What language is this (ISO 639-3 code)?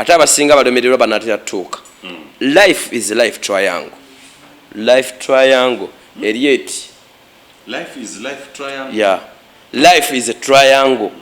lug